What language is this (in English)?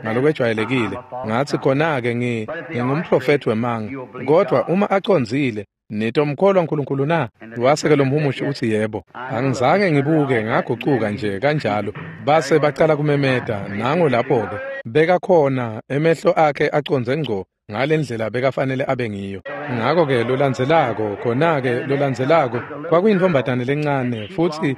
Swati